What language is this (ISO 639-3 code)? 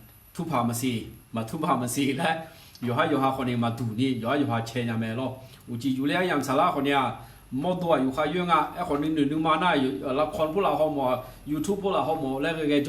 ahk